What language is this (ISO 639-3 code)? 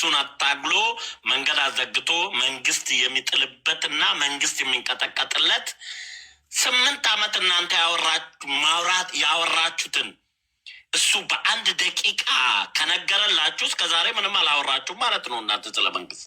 amh